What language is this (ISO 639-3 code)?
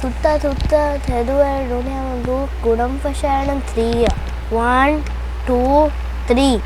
div